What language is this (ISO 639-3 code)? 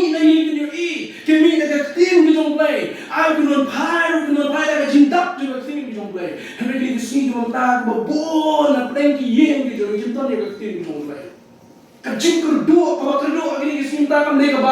kha